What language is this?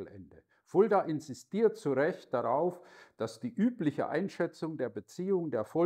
German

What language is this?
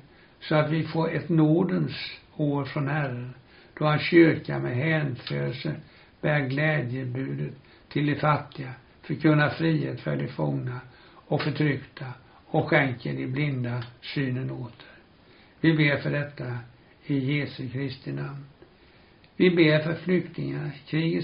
Swedish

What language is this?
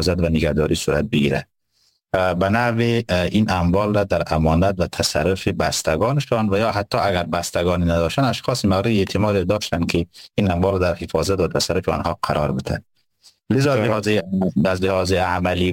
Persian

